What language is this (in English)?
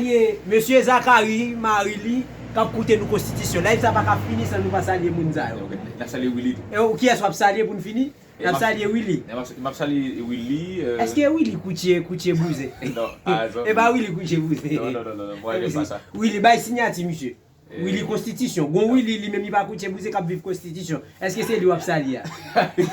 Haitian Creole